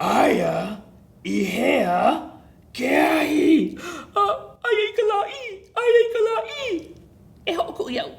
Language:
Hawaiian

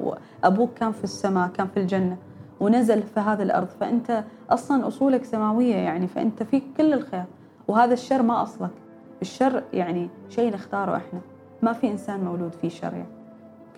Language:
Gulf Arabic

